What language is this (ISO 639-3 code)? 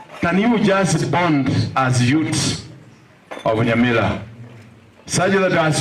guz